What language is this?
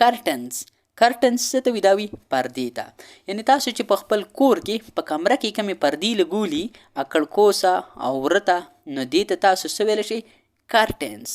Pashto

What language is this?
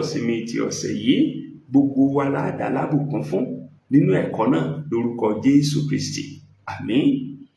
Yoruba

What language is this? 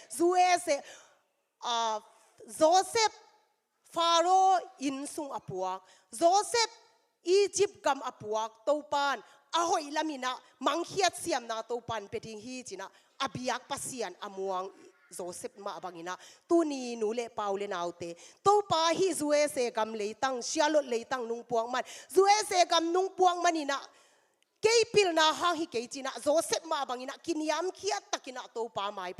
Tedim Chin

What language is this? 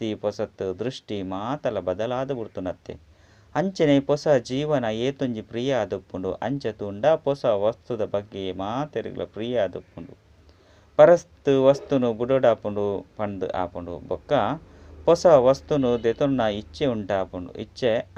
Tulu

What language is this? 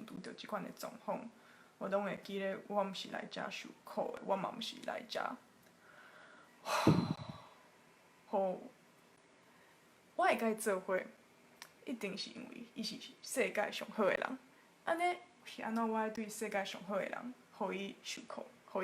Min Nan Chinese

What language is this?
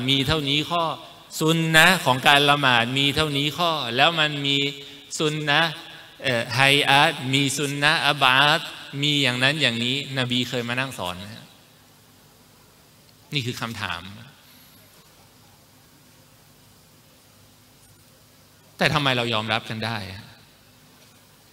Thai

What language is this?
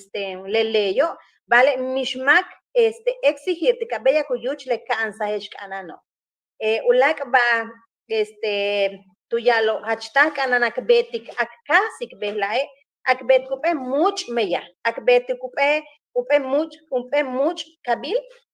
Yucateco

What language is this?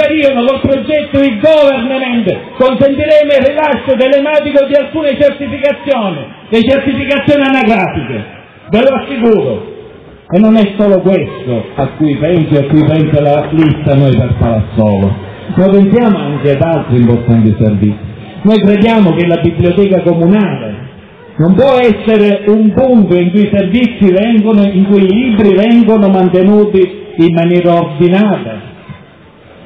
Italian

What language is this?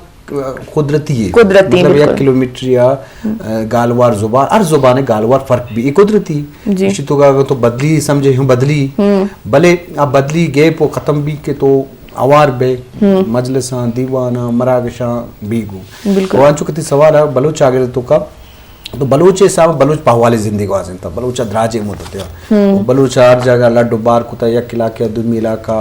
Eastern Balochi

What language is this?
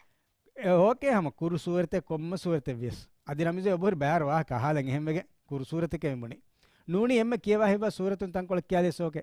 Divehi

